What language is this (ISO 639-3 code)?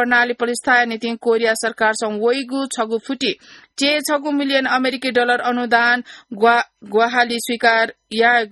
new